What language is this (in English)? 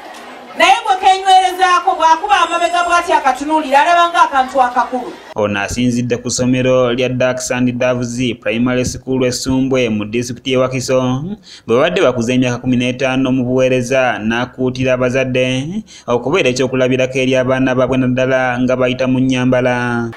Ganda